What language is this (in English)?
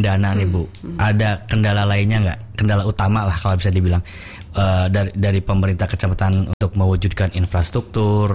Indonesian